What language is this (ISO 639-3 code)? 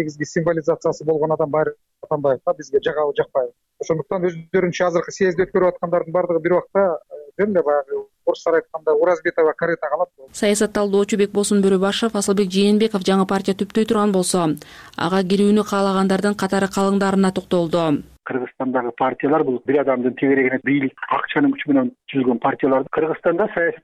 kir